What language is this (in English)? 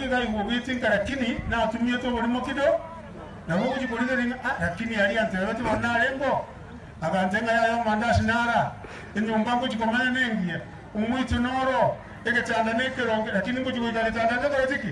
Gusii